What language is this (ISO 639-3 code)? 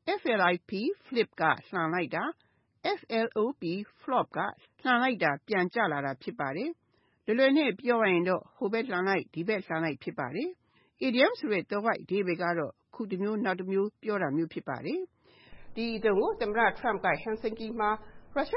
mya